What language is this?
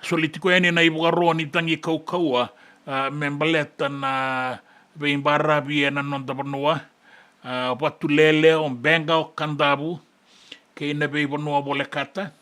Fijian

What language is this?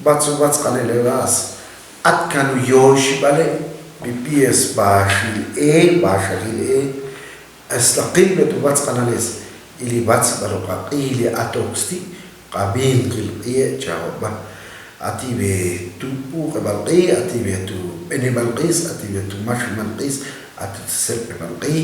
Ixil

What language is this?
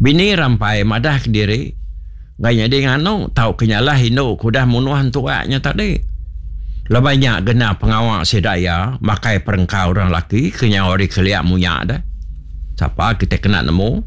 Iban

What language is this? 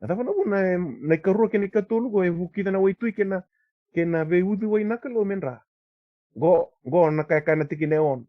Fijian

